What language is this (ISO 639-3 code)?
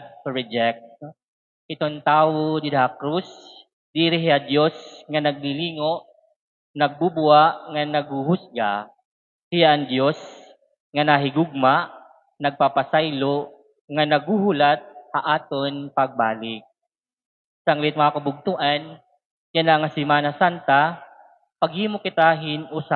war